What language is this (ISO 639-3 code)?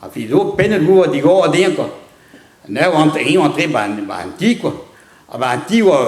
bre